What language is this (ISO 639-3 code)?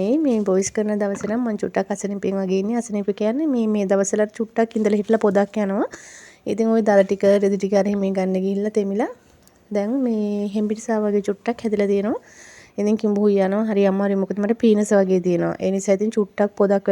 sin